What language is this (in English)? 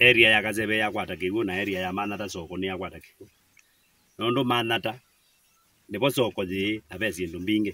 Kamba